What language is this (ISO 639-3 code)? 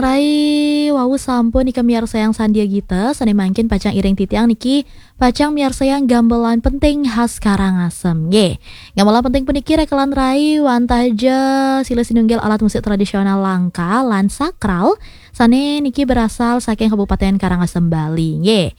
ban